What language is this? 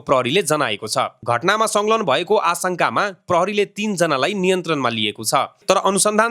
Nepali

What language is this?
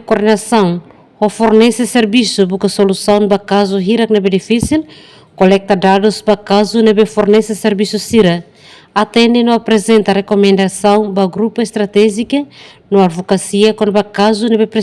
Tetum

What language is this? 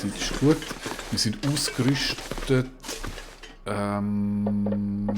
Swiss German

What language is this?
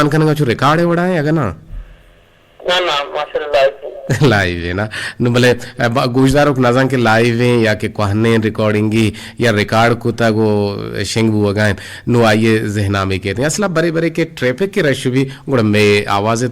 Eastern Balochi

